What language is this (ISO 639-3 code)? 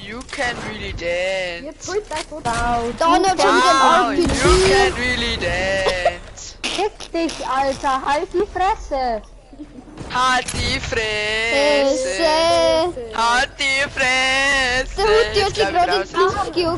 bar